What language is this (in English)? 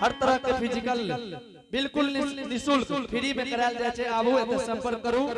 Angika